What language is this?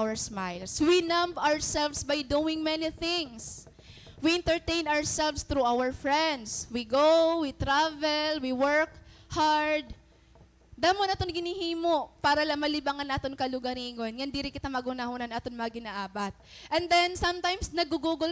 Waray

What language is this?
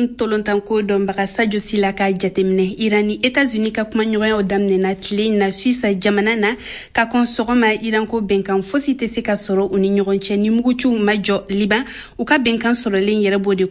Bambara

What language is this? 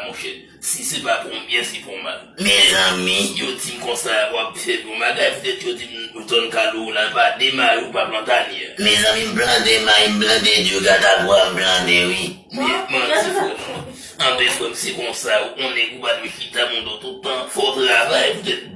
Haitian Creole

